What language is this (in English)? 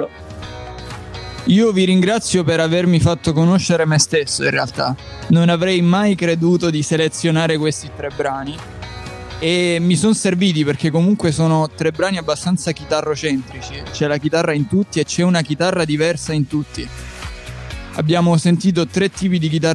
Italian